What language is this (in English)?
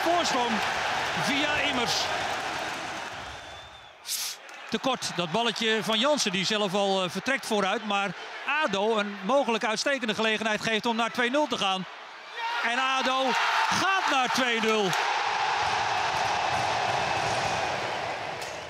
Dutch